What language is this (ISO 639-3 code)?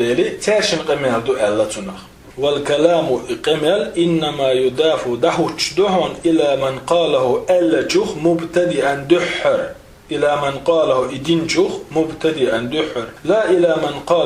che